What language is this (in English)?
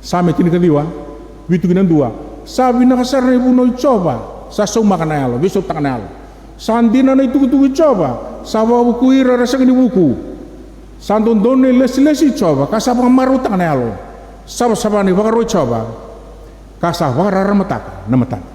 Fijian